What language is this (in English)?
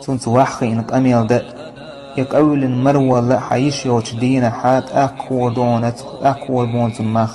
Chechen